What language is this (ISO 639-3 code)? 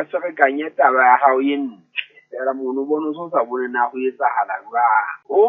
sot